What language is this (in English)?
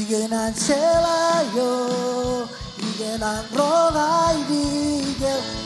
Marshallese